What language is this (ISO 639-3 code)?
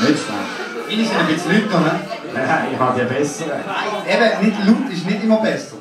gsw